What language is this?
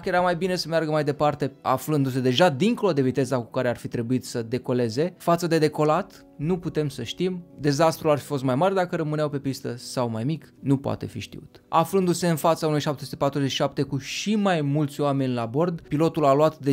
Romanian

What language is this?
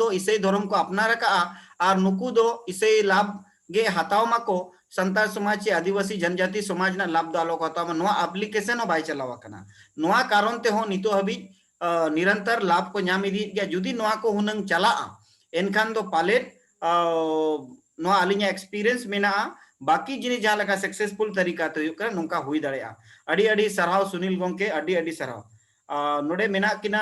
Santali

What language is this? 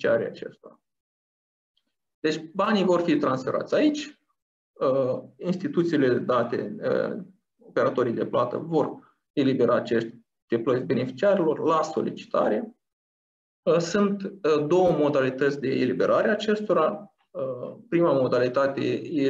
Romanian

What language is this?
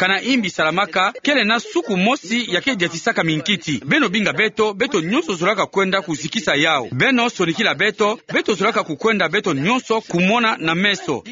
Kituba (Democratic Republic of Congo)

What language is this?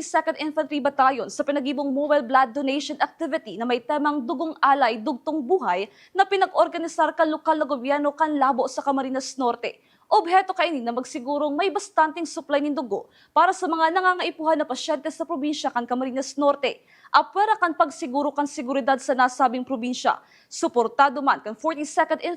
Bikol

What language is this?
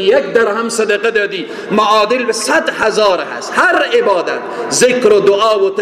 Persian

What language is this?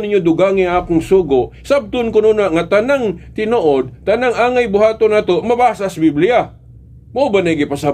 Cebuano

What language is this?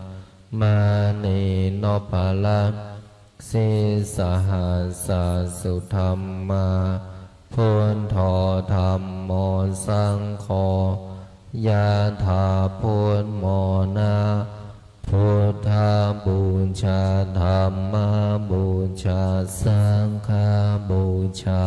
Pali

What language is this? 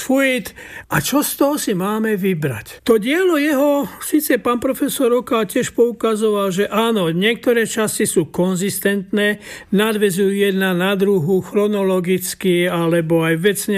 Slovak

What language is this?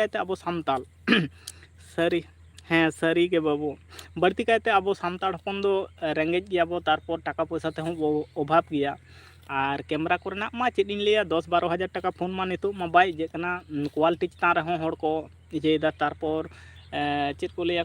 Santali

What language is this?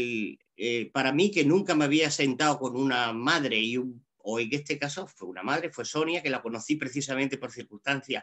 Spanish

